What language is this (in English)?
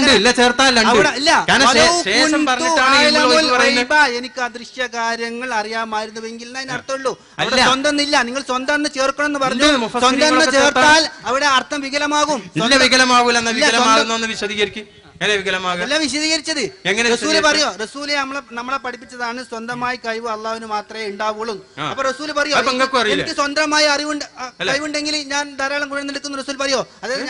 Malayalam